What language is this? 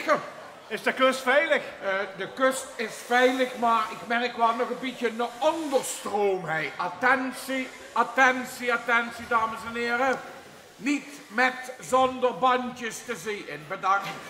Limburgish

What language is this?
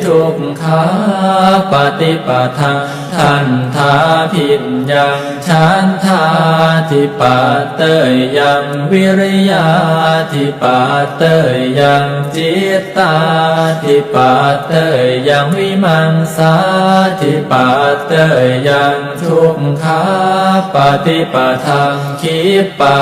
Pali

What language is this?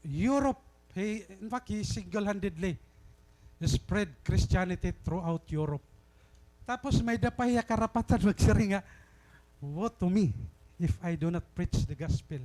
Waray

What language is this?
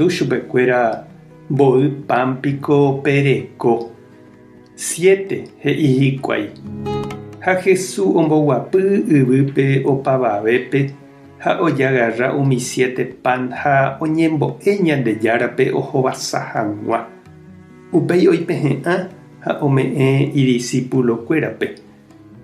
Guarani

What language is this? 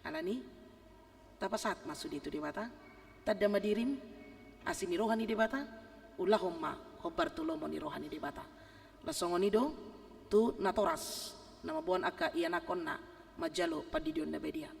Batak Toba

